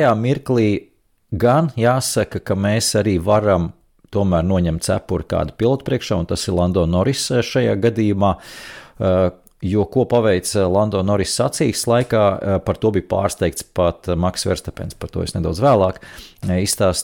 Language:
Latvian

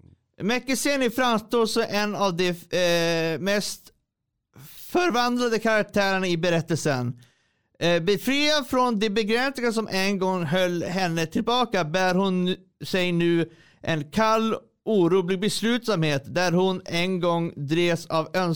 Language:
Swedish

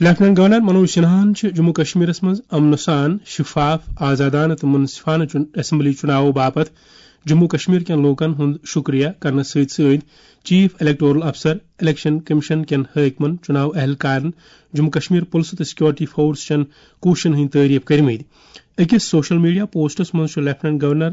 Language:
Kashmiri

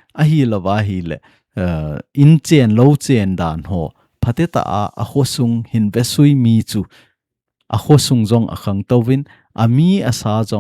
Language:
Thado Chin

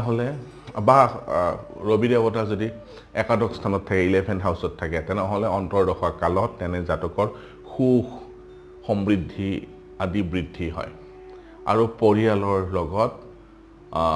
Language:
Assamese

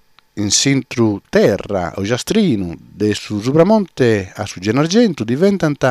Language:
Sardinian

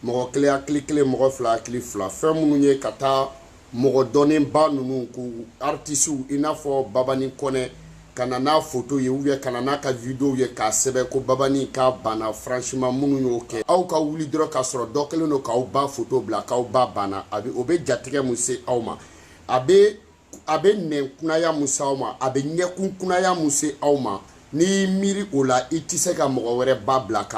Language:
Bambara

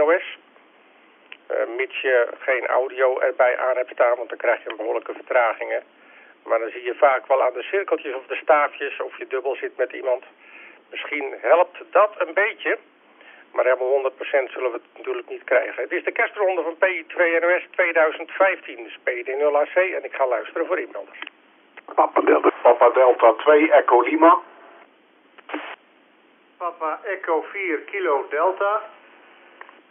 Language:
Dutch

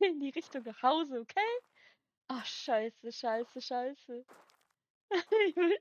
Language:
Bavarian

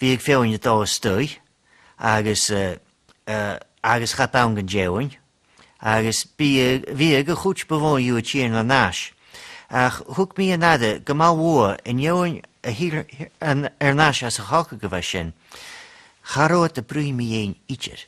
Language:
Scottish Gaelic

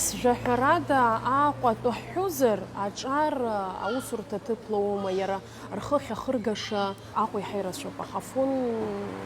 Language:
Abkhazian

